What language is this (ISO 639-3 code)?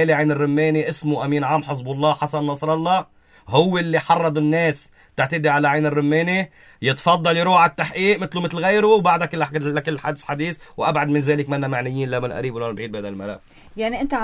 apc